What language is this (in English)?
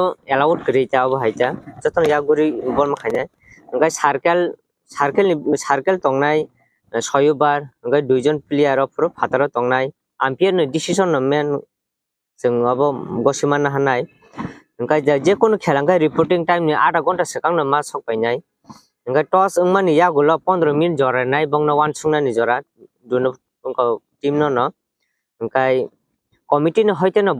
Kok Borok